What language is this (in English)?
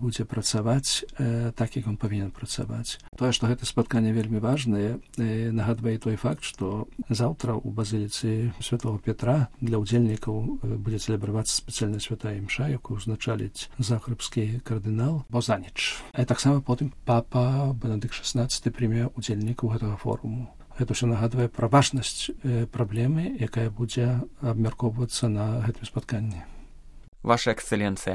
Belarusian